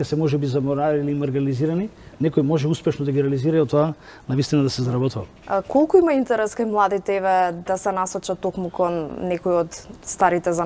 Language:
Macedonian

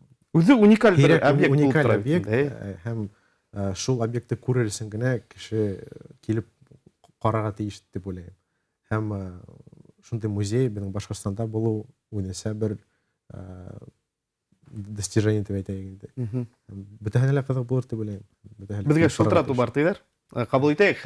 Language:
Bashkir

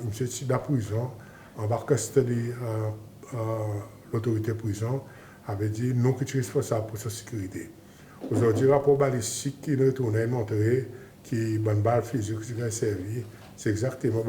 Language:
Seselwa Creole French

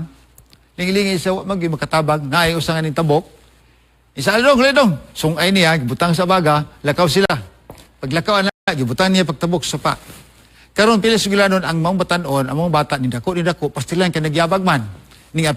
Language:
Cebuano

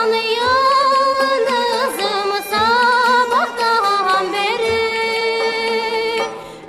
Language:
Turkish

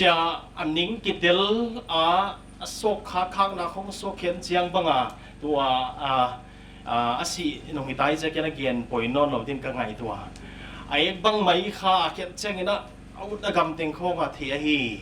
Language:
Paite Chin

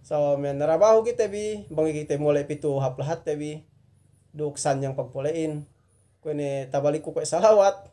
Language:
Yakan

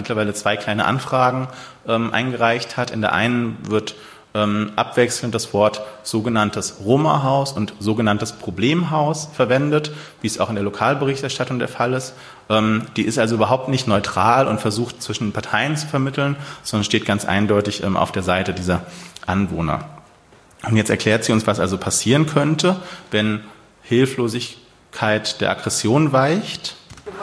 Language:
German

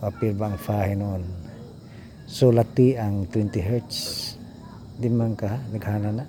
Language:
Cebuano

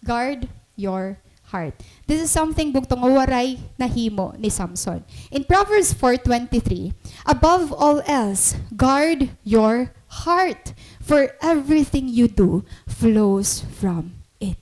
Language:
Waray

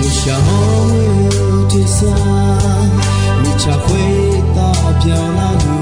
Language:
Akha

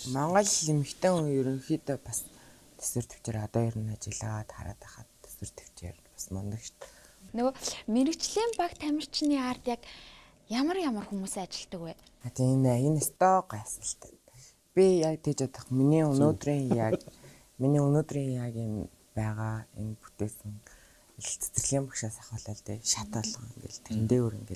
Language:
Mongolian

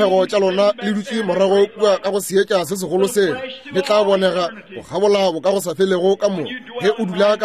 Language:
Northern Sotho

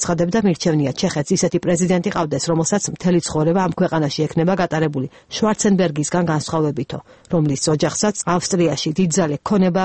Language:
Georgian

